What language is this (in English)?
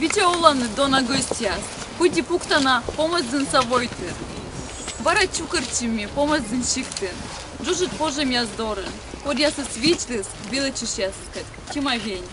Komi